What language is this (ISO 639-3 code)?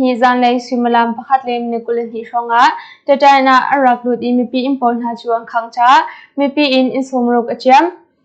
cnh